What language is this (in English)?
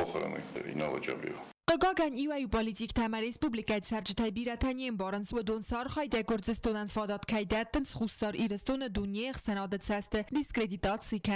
Ossetic